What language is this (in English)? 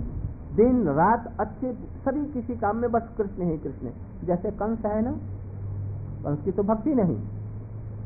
Hindi